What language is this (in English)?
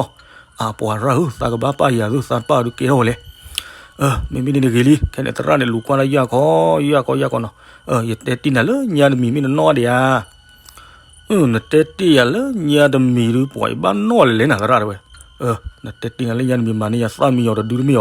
S'gaw Karen